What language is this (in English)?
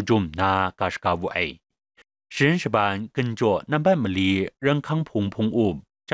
Kachin